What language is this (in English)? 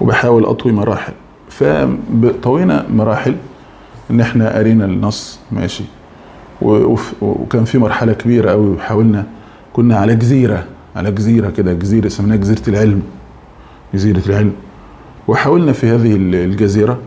Egyptian Arabic